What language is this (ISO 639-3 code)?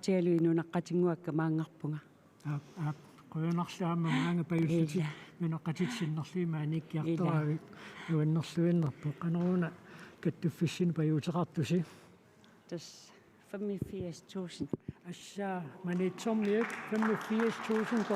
kal